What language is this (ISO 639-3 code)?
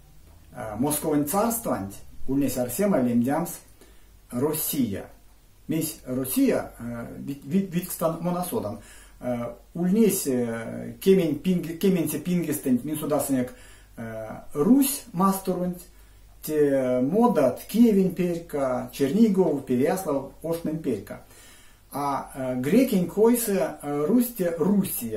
myv